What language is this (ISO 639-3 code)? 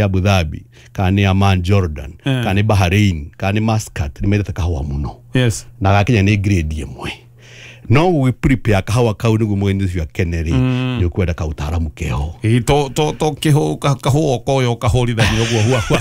kik